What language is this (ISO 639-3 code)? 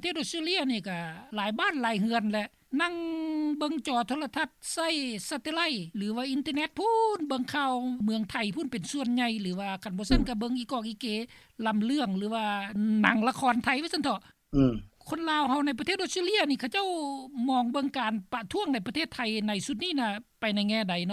lao